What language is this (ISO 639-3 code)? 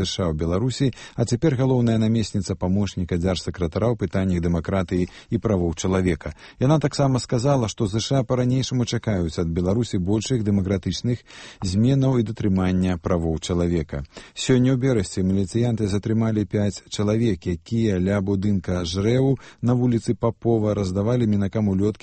bel